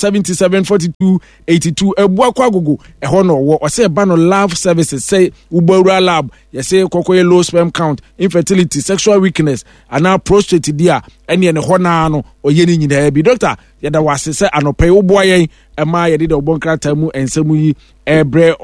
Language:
Akan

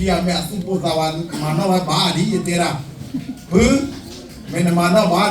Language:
S'gaw Karen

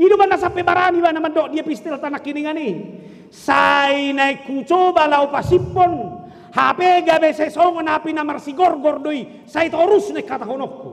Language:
Batak Toba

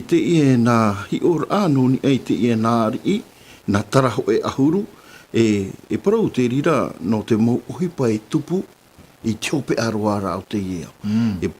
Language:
Tahitian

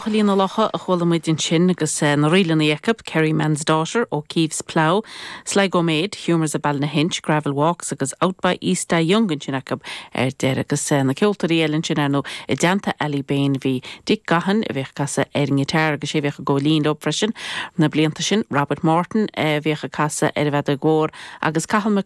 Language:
Irish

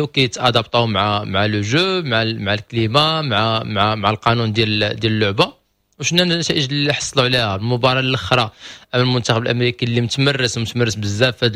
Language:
Moroccan Arabic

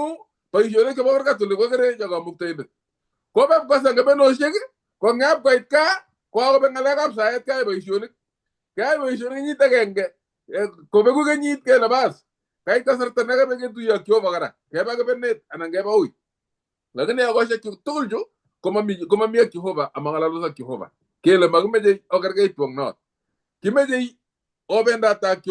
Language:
Kalenjin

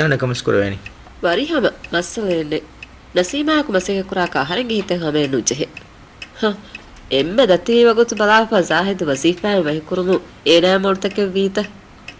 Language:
Divehi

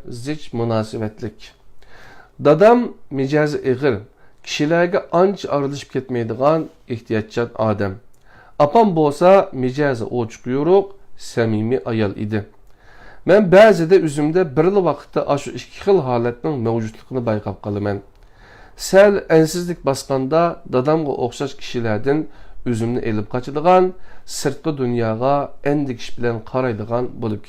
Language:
Uyghur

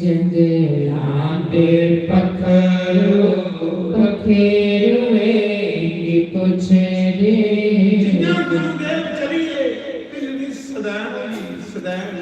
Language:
Dogri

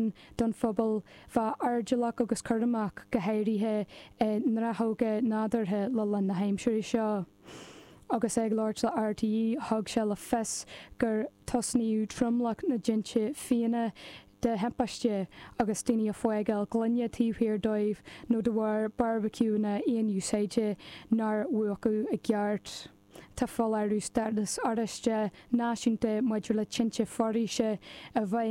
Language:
Irish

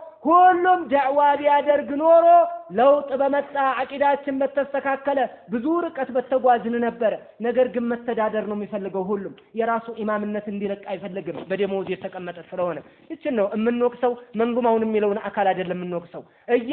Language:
Amharic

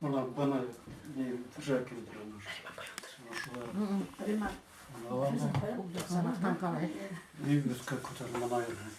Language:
Bashkir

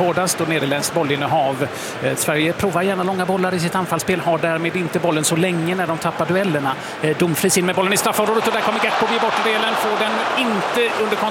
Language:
Swedish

